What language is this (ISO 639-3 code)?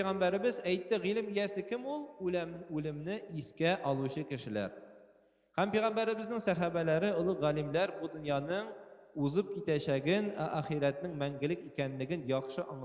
tat